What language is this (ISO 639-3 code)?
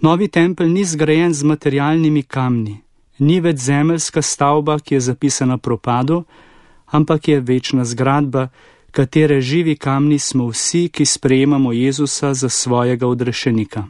slv